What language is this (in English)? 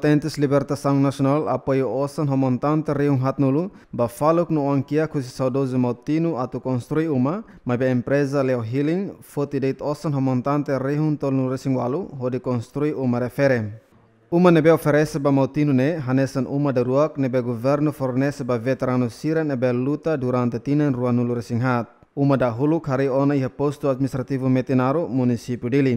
Tetum